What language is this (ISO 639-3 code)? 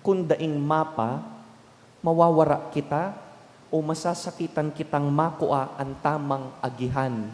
bik